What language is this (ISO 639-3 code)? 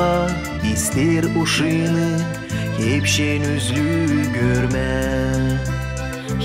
gag